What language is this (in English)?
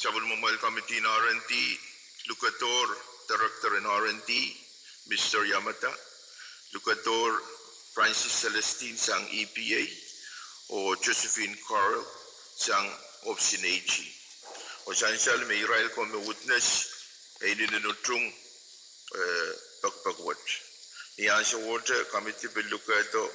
Pohnpeian